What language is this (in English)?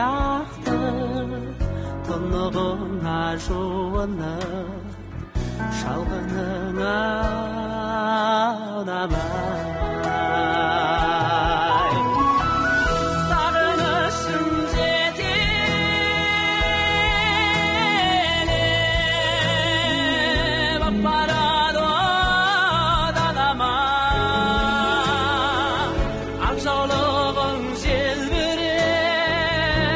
Kazakh